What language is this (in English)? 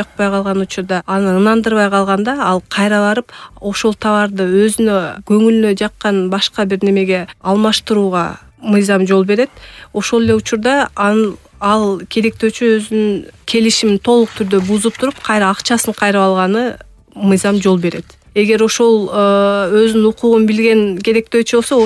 Kyrgyz